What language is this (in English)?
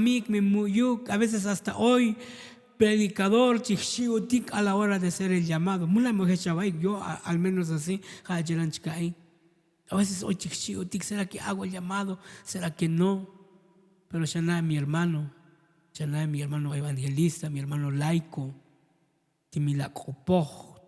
Tzotzil